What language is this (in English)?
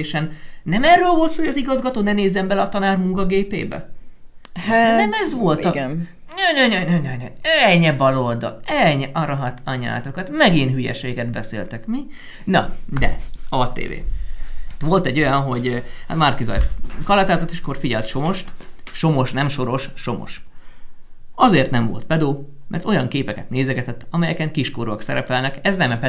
Hungarian